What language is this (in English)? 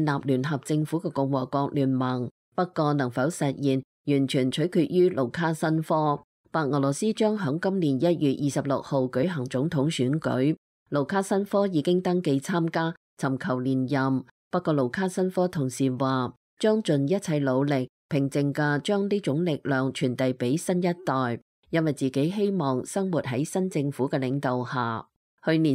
Cantonese